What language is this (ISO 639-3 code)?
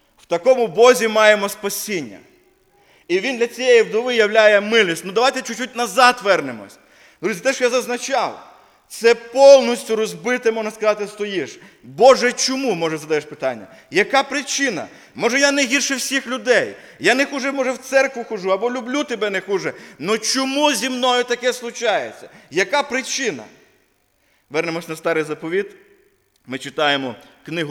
ukr